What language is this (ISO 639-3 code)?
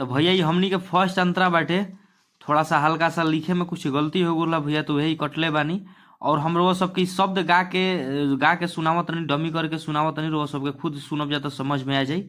bho